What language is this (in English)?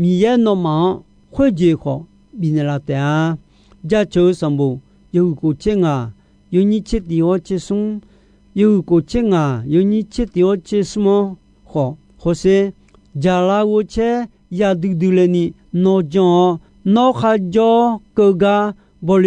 Akha